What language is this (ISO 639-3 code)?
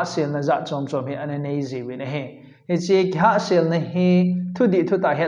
tcz